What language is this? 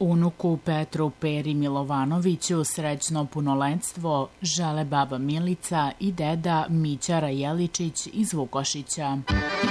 Serbian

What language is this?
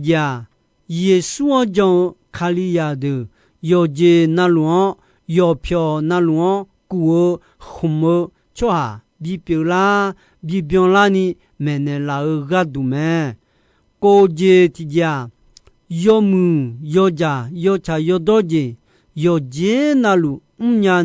Akha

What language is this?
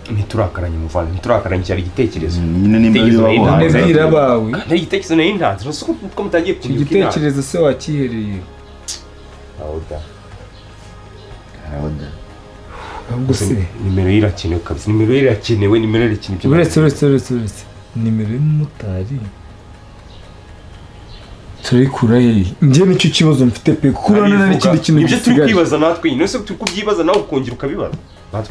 Kinyarwanda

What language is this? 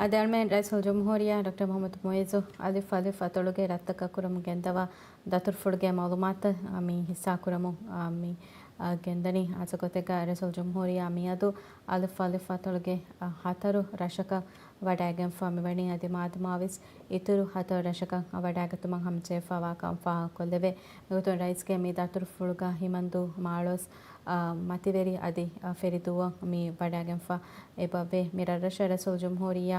Divehi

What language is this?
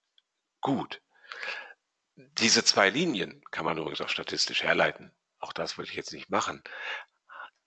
German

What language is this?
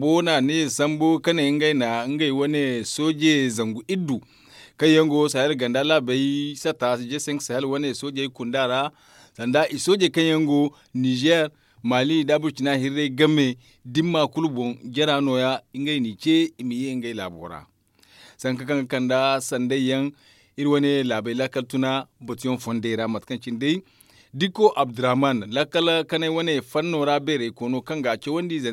Zarma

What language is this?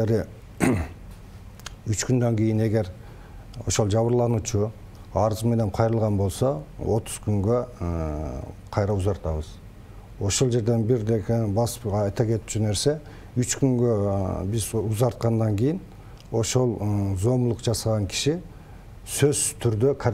Kyrgyz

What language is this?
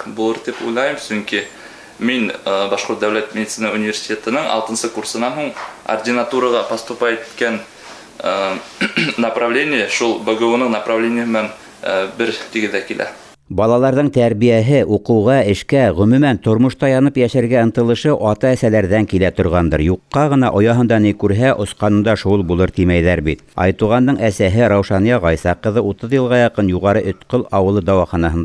Bashkir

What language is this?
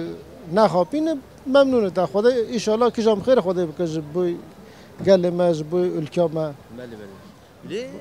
Kurdish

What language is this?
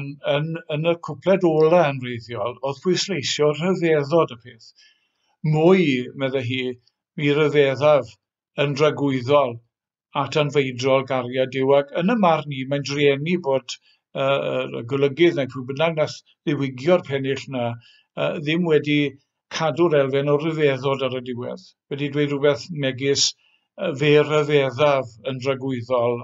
Welsh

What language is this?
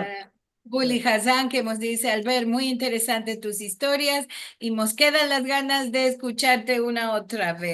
Ladino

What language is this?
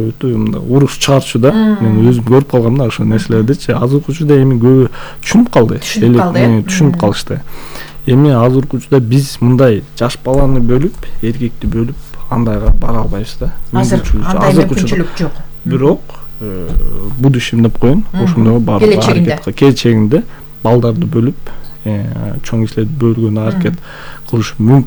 Kyrgyz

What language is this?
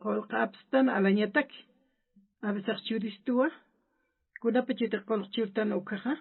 Aymara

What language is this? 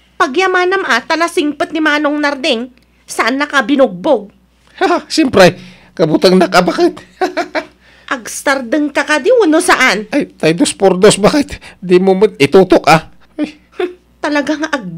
Iloko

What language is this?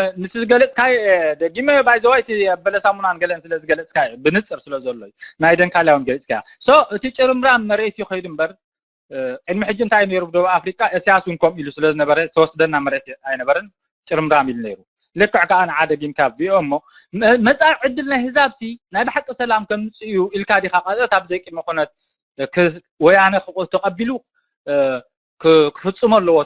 Tigrinya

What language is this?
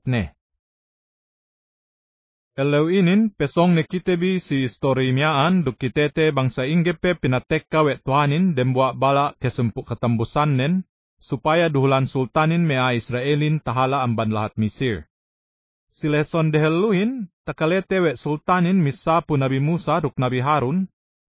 Yakan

